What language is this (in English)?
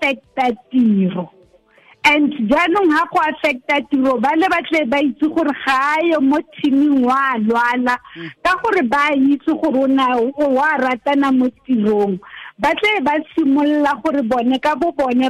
Tswana